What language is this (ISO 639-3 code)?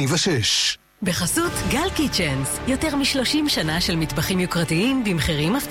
heb